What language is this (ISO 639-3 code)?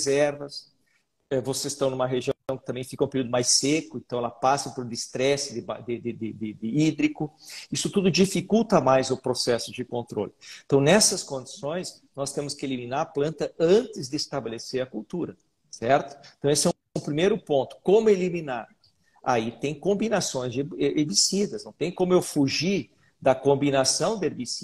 por